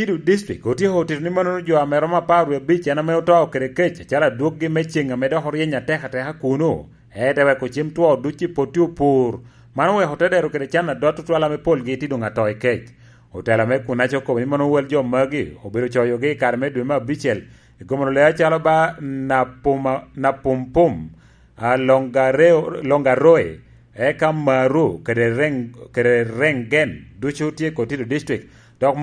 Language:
Lango (Uganda)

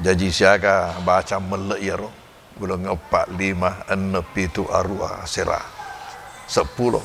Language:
Buginese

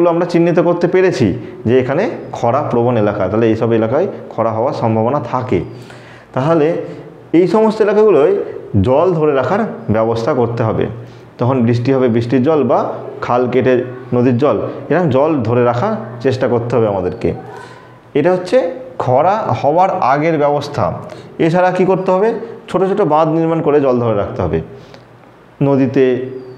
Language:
Bangla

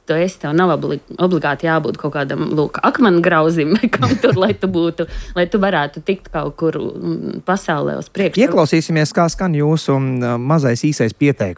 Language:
Latvian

